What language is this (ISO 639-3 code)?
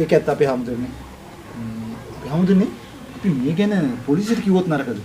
sin